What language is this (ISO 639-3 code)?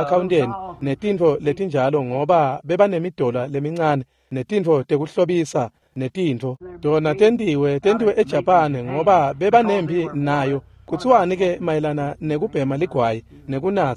ssw